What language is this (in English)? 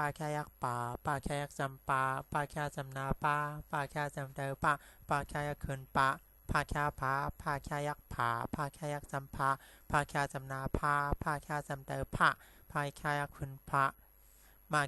Shan